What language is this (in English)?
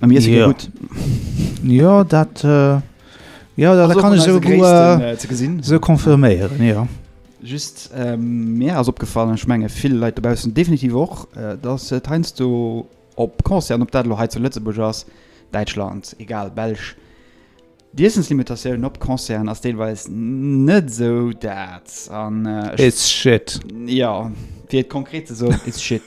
Luxembourgish